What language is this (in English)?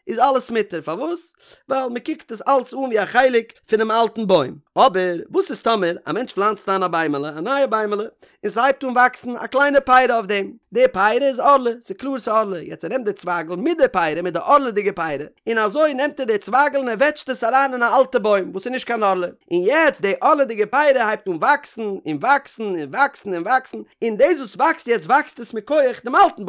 Yiddish